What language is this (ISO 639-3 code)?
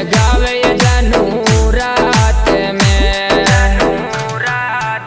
bho